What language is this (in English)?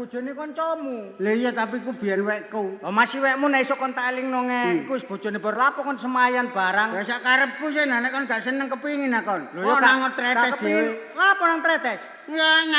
Javanese